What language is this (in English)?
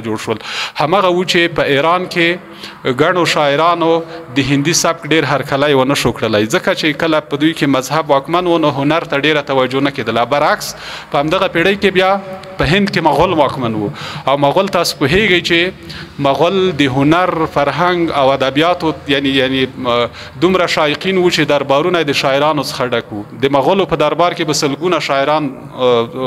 Pashto